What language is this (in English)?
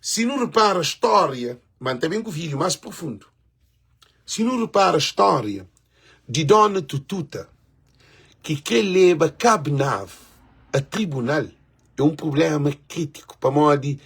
Kabuverdianu